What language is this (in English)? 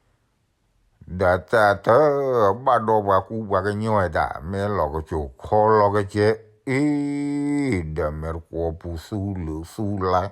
S'gaw Karen